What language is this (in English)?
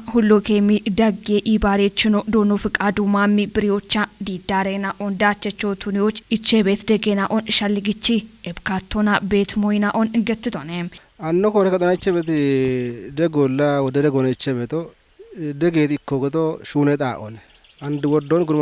Kafa